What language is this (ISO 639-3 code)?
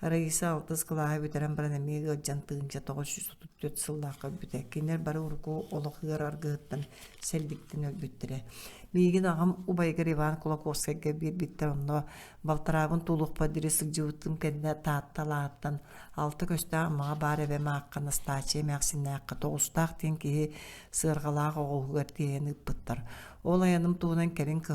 sah